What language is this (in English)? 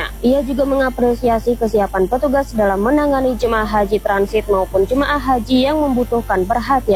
Indonesian